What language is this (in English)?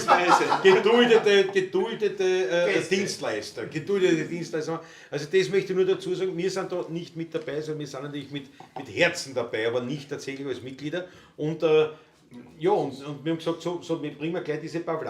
Bavarian